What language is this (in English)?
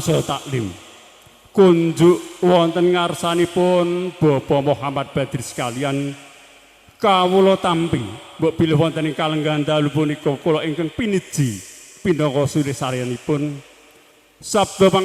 Javanese